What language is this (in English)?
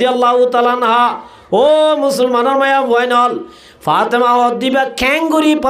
Rohingya